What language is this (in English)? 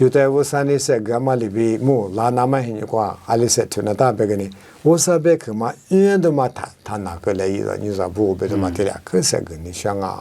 Lisu